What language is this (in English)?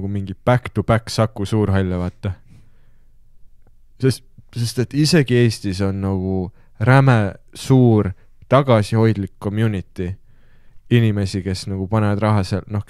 Estonian